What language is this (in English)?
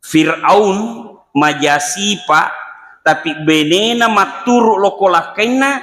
Buginese